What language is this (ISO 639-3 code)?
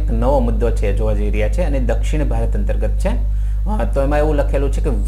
guj